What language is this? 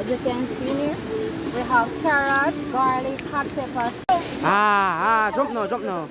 Jamaican Creole English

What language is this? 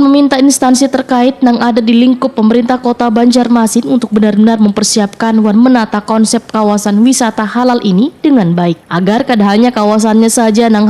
Banjar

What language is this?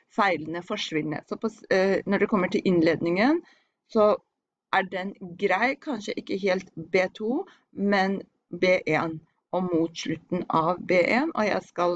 Norwegian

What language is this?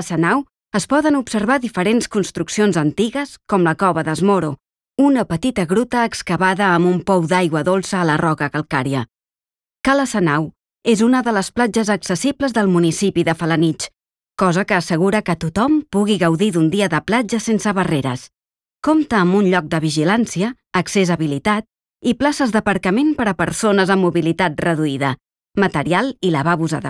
Catalan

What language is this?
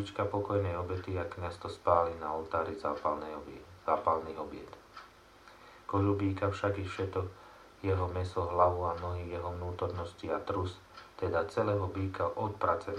Slovak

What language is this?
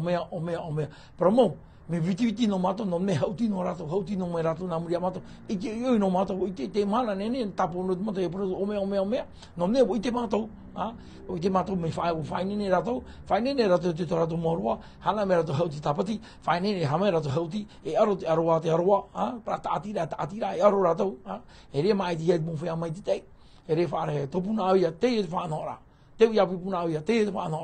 Tahitian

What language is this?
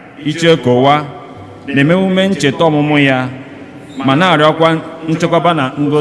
Igbo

